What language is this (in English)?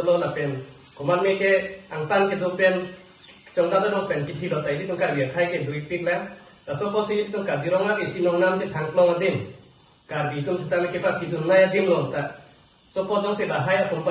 Karbi